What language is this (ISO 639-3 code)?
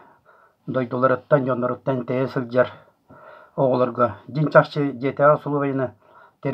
sah